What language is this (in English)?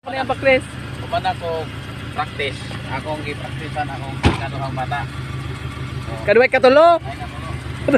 Cebuano